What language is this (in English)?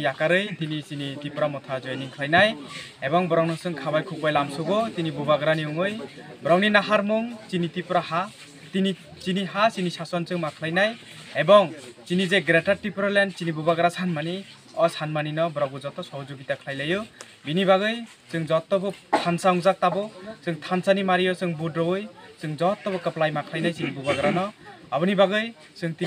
Kok Borok